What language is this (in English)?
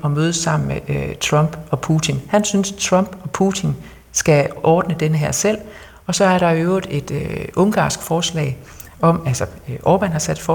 Danish